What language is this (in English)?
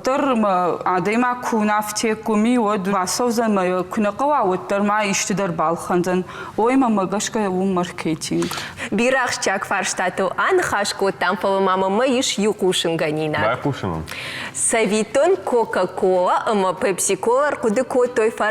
Ossetic